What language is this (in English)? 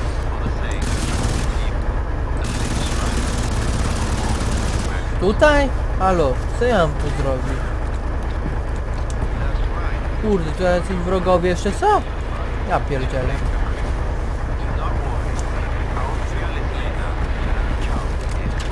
Polish